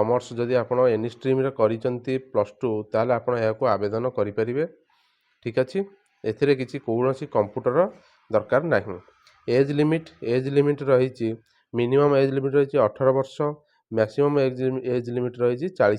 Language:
Odia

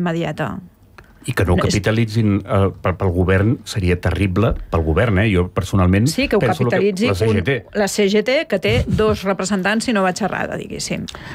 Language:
Catalan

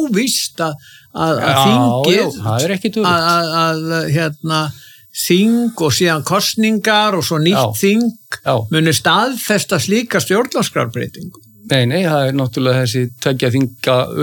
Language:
Icelandic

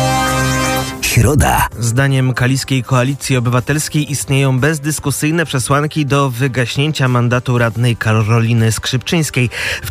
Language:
Polish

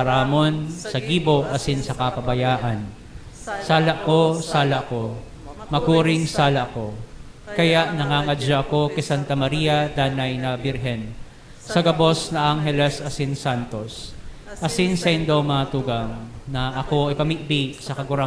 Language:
Bikol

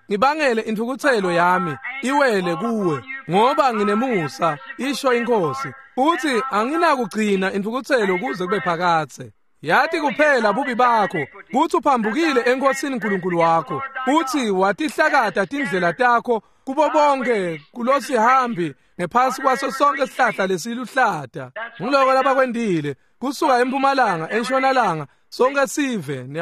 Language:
Swati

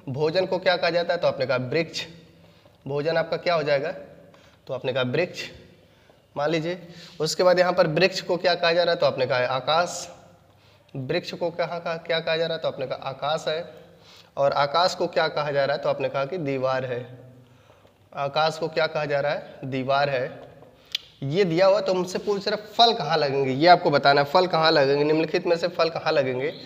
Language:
Hindi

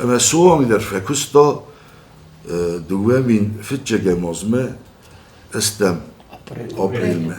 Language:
Ossetic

